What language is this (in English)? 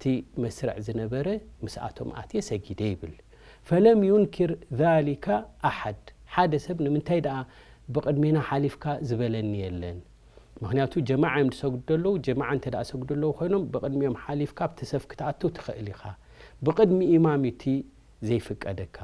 Tigrinya